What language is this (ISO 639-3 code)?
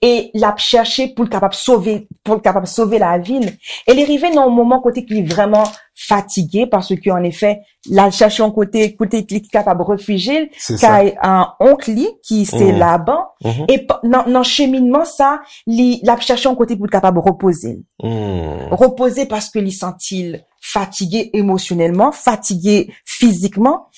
hat